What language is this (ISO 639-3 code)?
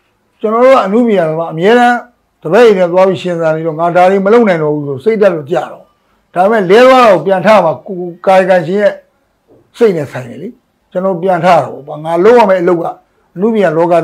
mya